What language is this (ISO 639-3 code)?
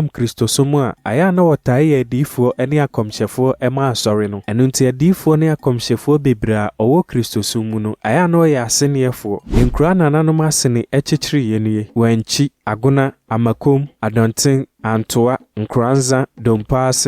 aka